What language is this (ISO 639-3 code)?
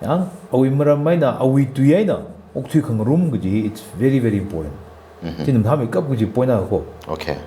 nmf